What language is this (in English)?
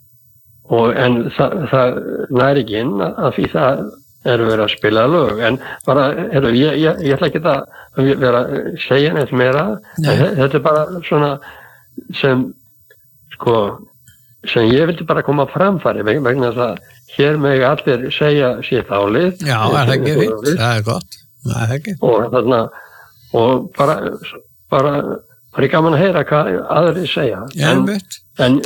Icelandic